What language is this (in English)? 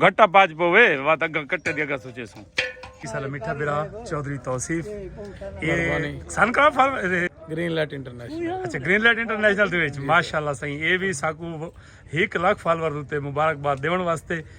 Saraiki